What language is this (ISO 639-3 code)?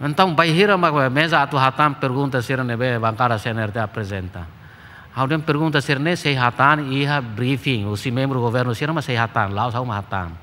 tet